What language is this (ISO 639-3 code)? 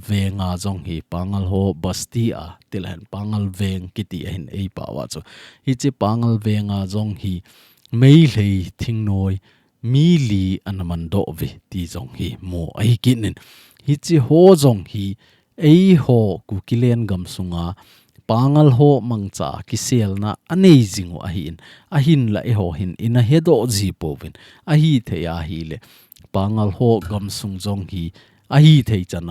tcz